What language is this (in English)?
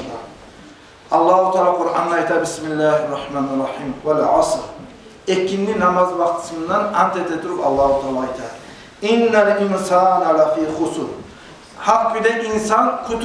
Kumyk